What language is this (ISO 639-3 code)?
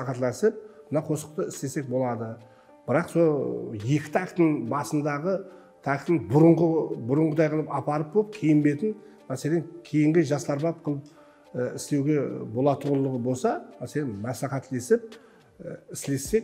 kaa